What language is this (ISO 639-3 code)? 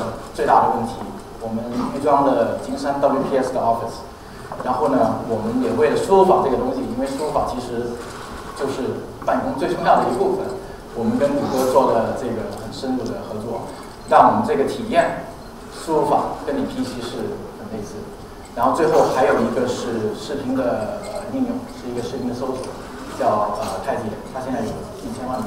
zho